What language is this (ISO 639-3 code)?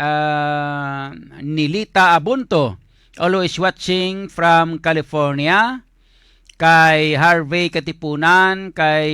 hil